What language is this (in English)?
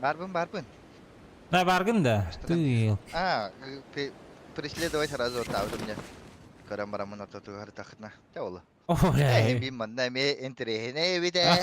Yakut